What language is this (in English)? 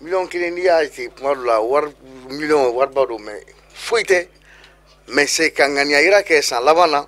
Bambara